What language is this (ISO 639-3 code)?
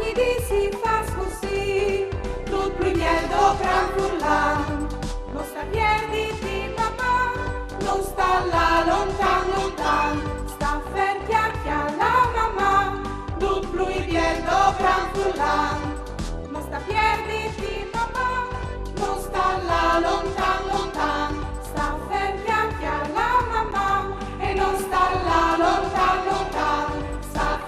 fur